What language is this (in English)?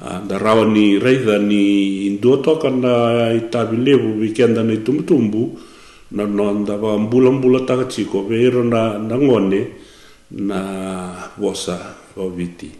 Fijian